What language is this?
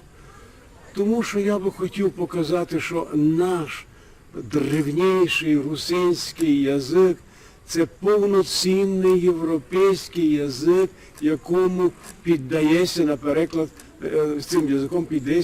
Rusyn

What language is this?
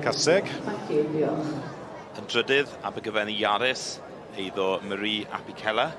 Welsh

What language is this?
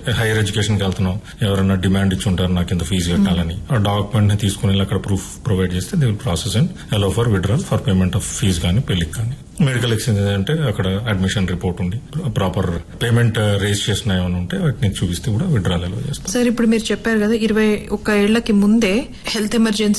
Telugu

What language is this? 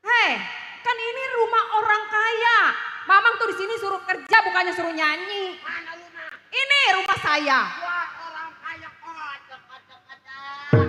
Betawi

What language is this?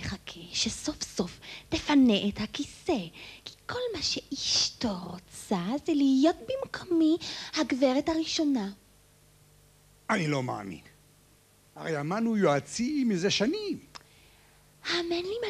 Hebrew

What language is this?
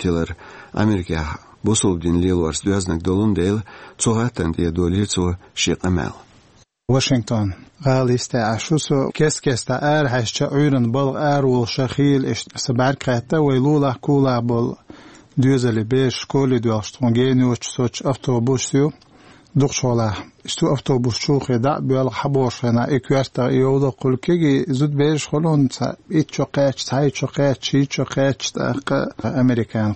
Chechen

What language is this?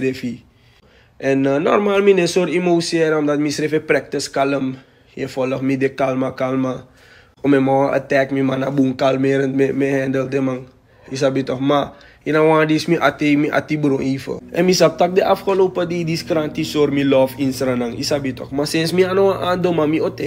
Sranan Tongo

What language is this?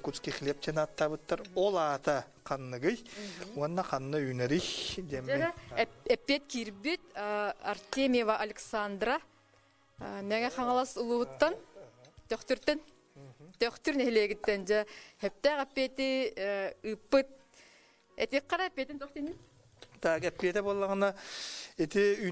Yakut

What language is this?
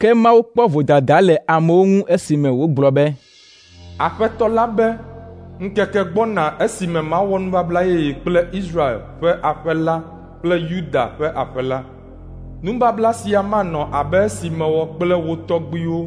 Ewe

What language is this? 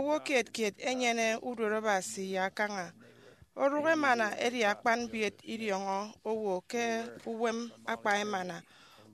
Efik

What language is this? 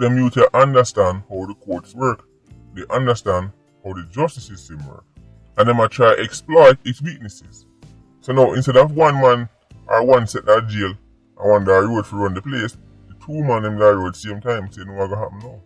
Jamaican Creole English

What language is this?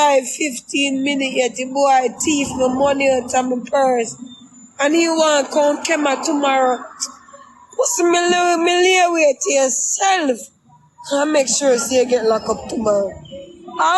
Jamaican Creole English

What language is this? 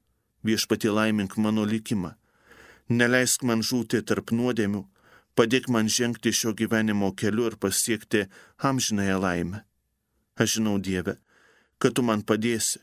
Lithuanian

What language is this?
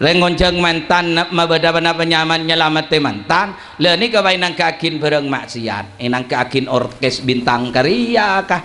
Madurese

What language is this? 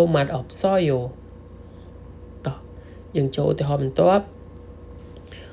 Khmer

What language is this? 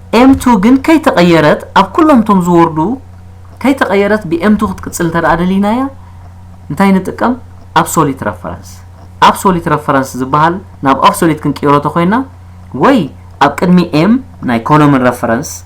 Tigrinya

